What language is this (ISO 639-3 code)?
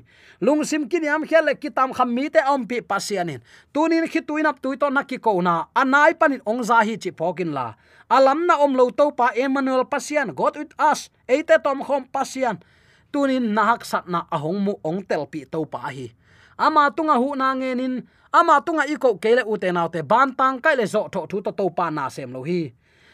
ctd